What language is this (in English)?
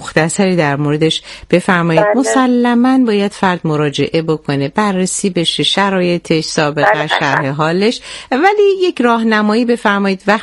Persian